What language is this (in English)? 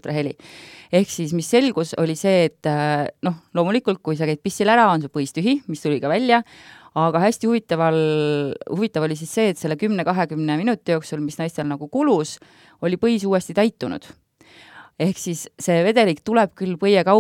Estonian